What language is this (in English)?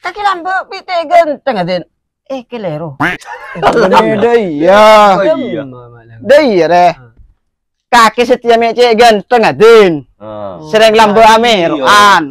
Madurese